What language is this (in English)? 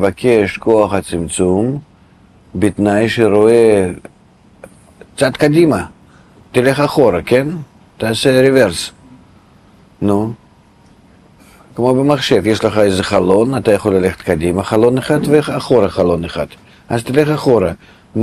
Hebrew